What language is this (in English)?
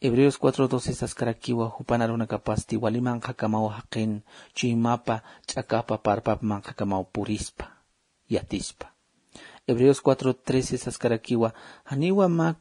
Aymara